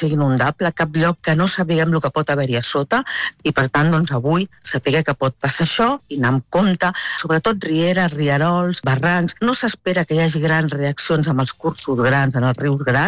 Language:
Catalan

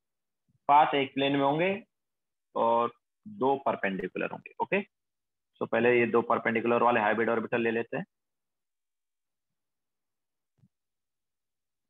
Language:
Hindi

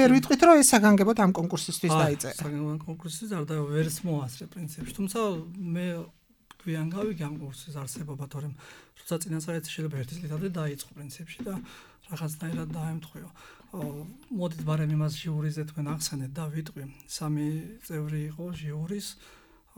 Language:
Georgian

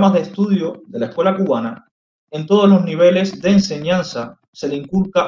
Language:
Spanish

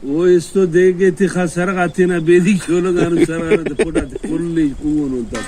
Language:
Brahui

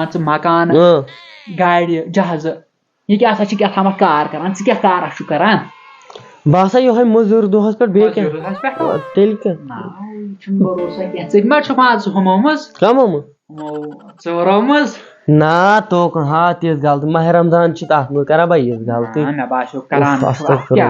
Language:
Kashmiri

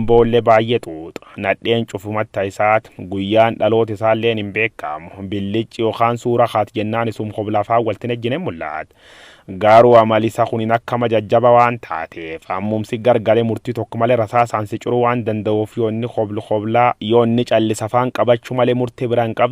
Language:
Oromo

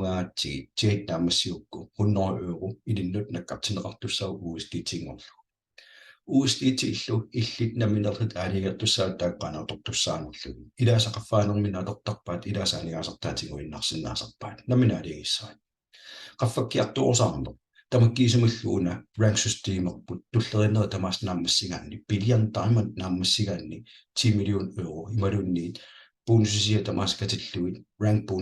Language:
Kalaallisut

